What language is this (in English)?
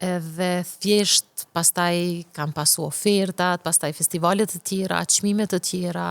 Albanian